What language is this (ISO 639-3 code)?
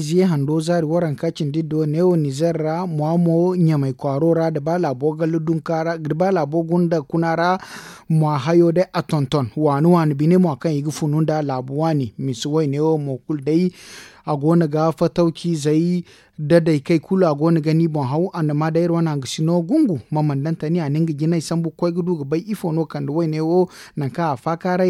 dje